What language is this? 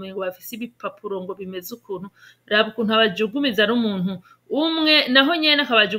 Rundi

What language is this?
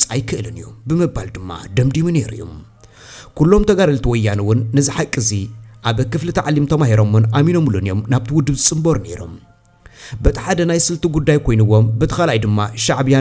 Tigrinya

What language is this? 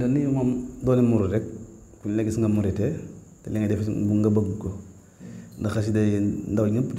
Wolof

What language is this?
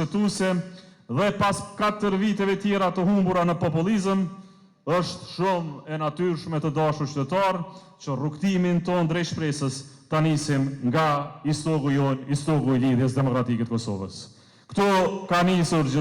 Albanian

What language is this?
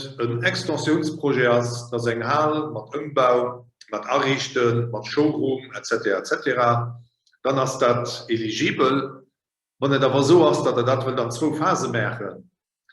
Luxembourgish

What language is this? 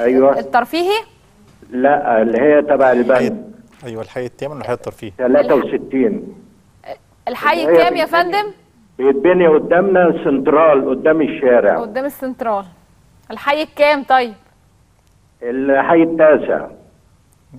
Egyptian Arabic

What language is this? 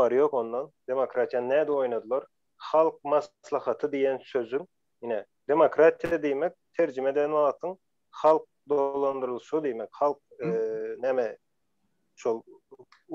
Turkmen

